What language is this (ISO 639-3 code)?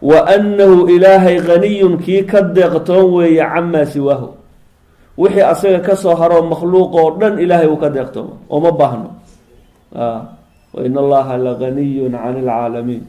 som